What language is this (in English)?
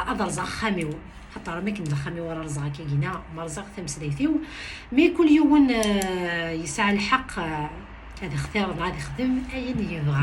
Kabyle